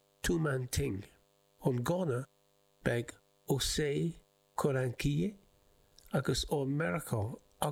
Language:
Irish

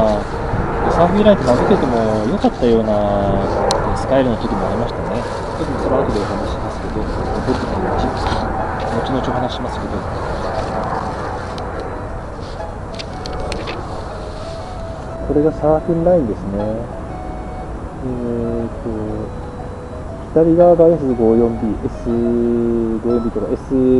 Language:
Japanese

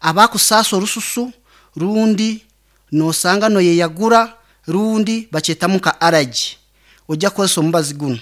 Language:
Nyankole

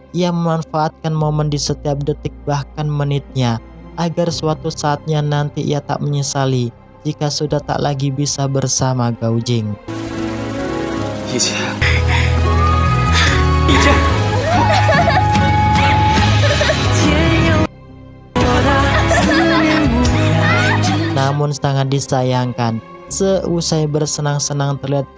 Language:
Indonesian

